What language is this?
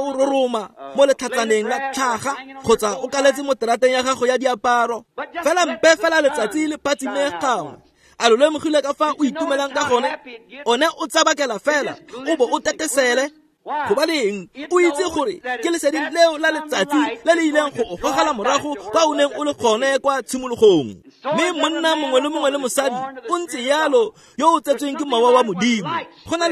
Tswana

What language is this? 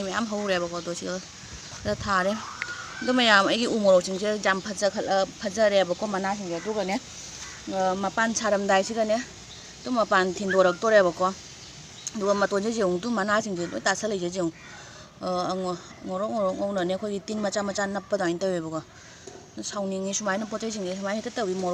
Manipuri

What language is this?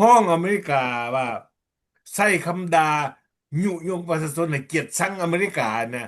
Lao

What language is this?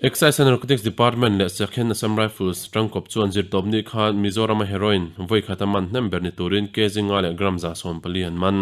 Mizo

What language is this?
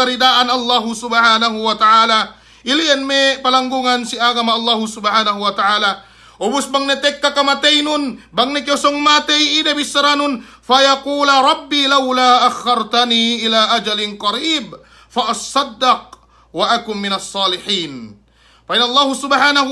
Yakan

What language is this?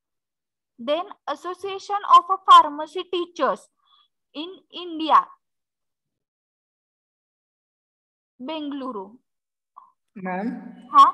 Marathi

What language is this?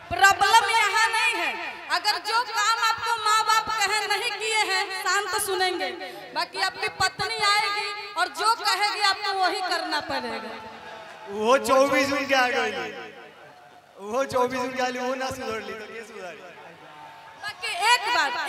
Bhojpuri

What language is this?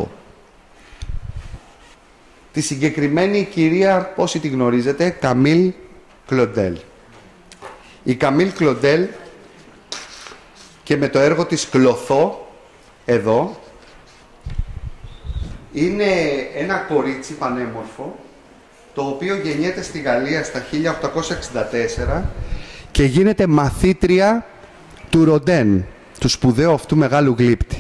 Greek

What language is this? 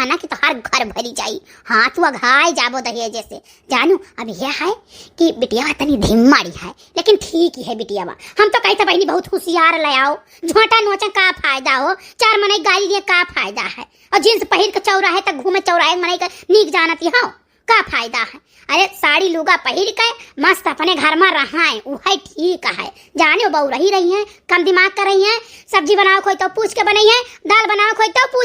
Awadhi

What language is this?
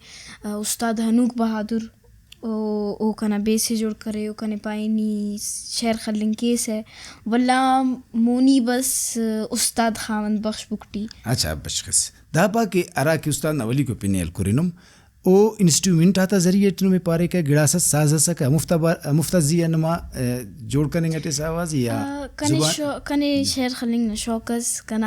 Brahui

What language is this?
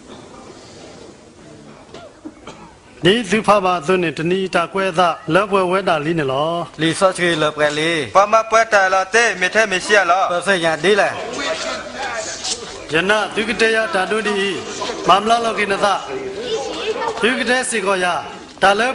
S'gaw Karen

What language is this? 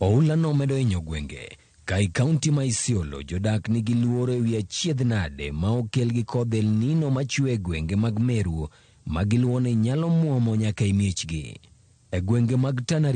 Luo (Kenya and Tanzania)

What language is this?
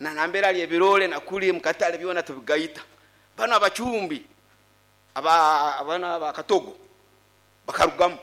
Nyoro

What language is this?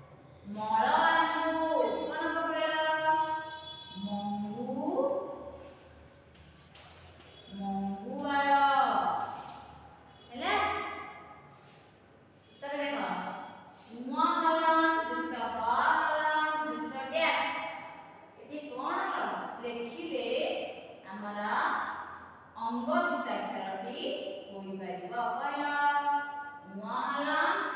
Odia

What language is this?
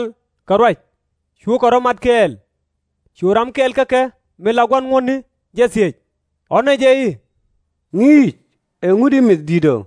Nuer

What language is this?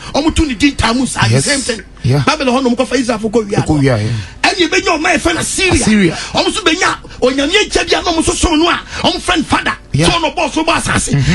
Akan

